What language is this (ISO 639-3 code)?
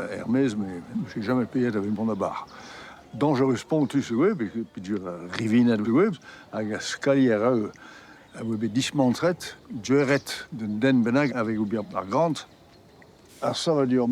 bre